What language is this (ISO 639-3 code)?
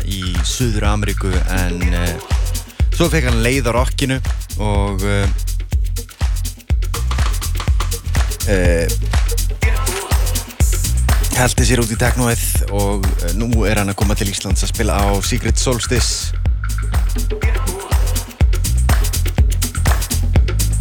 isl